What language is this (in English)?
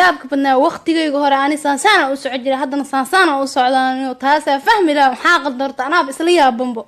Somali